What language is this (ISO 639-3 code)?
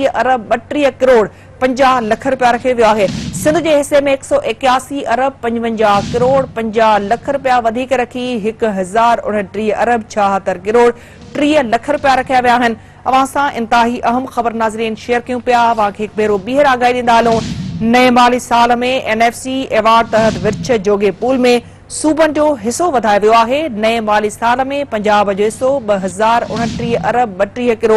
snd